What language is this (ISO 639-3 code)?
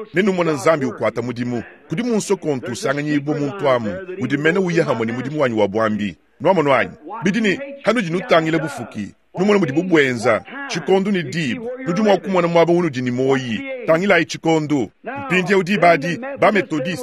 lua